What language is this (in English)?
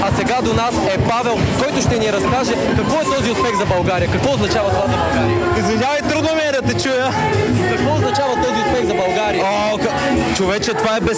Bulgarian